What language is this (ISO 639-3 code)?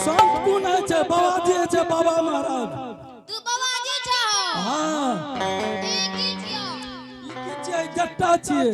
anp